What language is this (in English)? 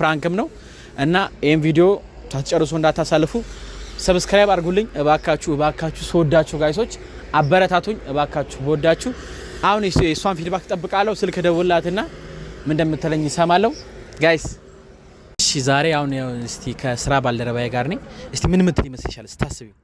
Amharic